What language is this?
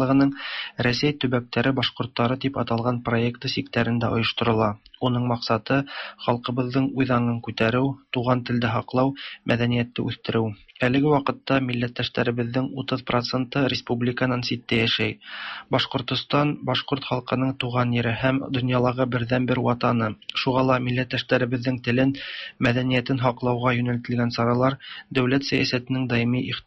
Tatar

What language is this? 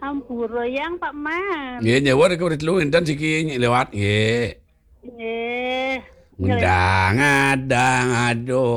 Balinese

